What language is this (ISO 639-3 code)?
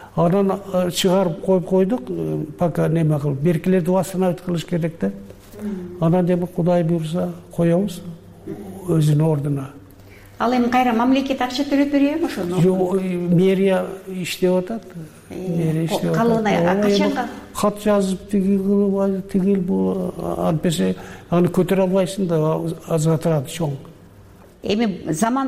kir